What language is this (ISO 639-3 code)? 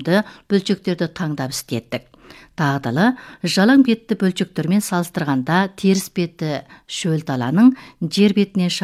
kaz